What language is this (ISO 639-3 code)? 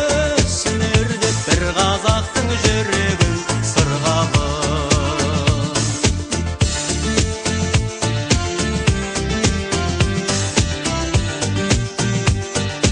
kaz